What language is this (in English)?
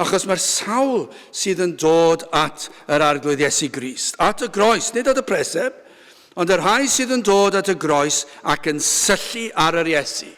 Welsh